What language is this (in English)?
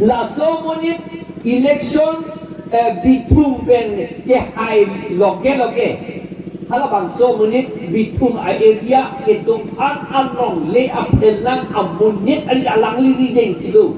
Karbi